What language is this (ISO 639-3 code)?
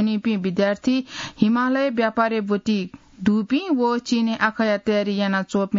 new